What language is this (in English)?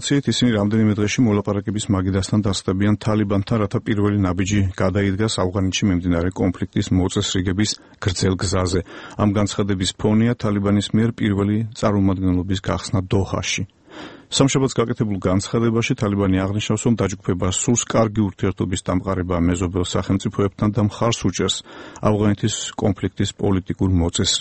Georgian